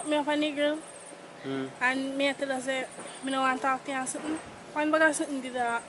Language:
Jamaican Creole English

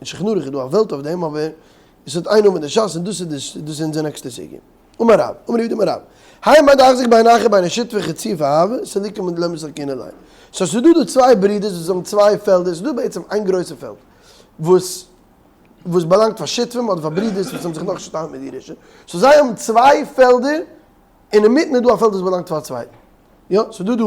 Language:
Yiddish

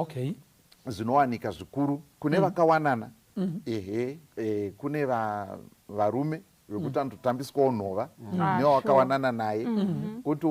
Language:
Shona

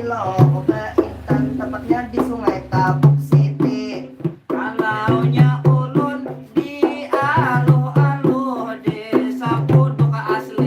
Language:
Banjar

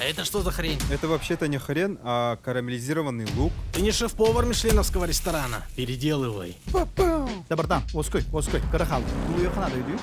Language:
Yakut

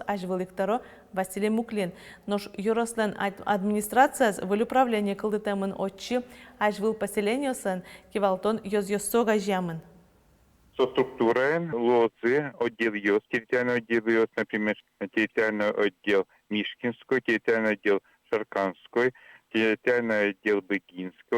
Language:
Udmurt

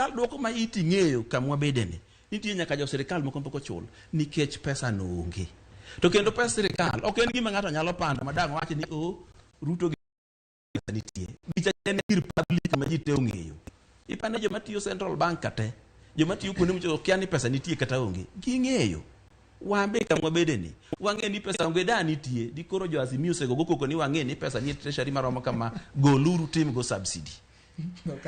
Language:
Luo (Kenya and Tanzania)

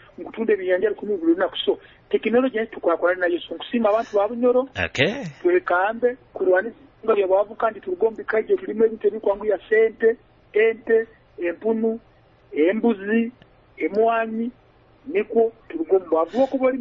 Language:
Nyoro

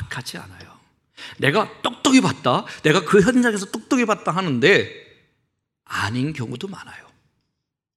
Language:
Korean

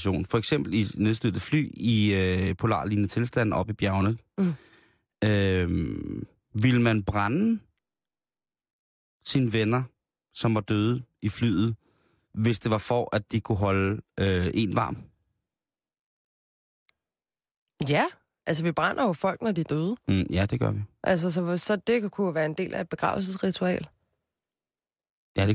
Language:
Danish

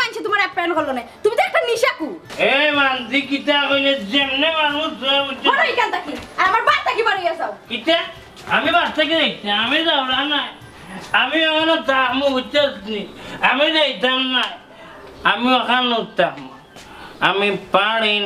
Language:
Sylheti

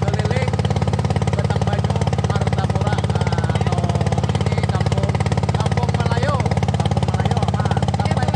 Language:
Banjar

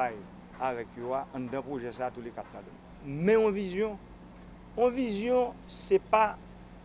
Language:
Haitian Creole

